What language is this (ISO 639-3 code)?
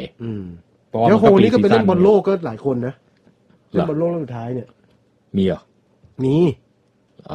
tha